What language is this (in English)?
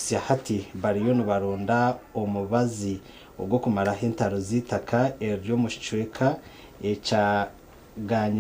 Nyankole